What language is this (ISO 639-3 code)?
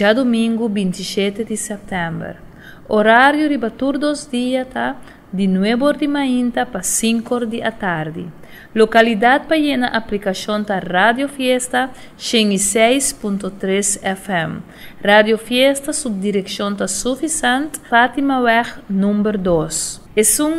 pap